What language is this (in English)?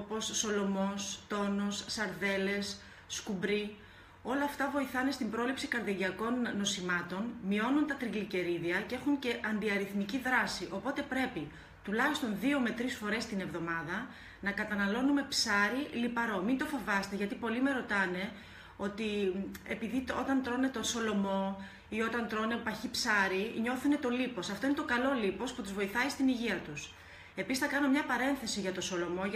Greek